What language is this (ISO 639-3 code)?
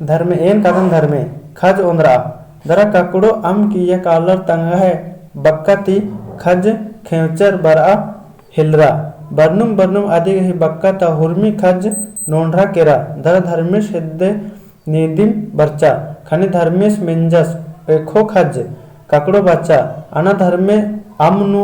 kru